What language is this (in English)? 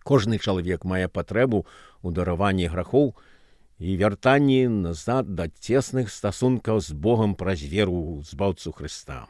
Belarusian